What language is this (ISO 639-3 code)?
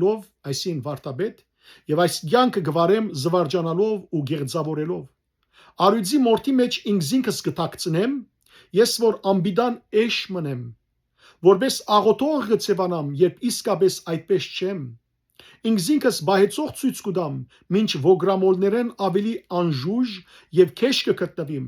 hyw